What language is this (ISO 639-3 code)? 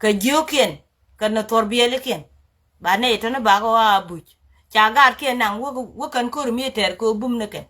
nus